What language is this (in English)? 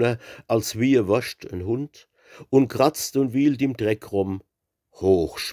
Palatine German